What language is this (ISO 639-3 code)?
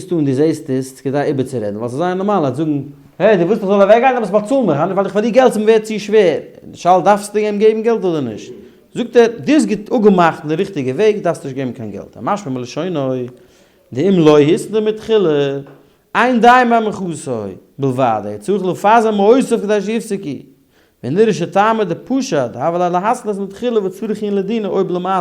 yid